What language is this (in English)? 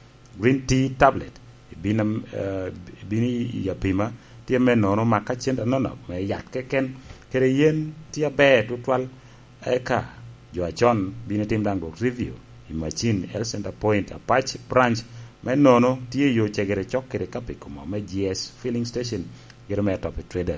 Lango (Uganda)